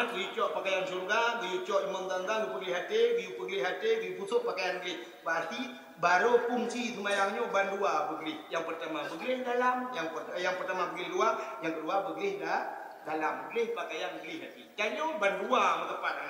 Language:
Achinese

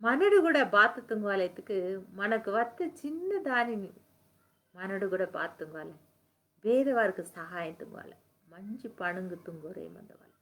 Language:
Koya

